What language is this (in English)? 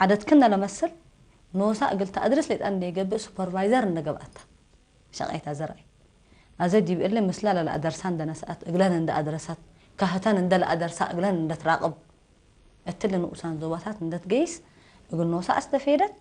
Tigre